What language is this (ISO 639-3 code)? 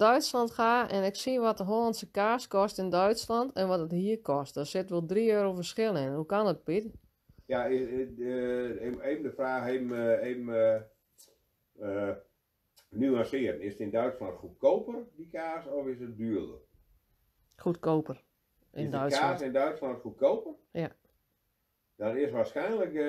nld